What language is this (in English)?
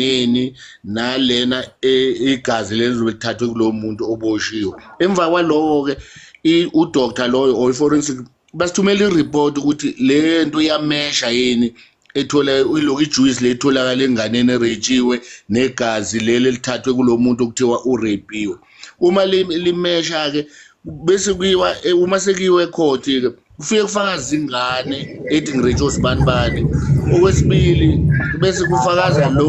Zulu